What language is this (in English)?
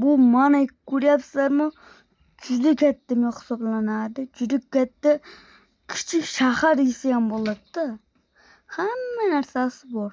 Uzbek